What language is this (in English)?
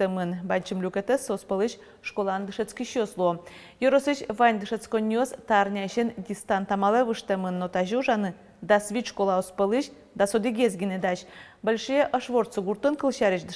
Udmurt